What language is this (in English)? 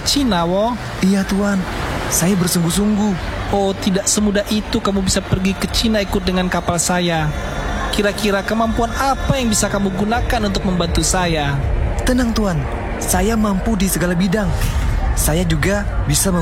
Indonesian